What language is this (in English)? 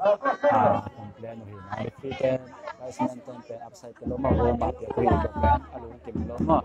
Tedim Chin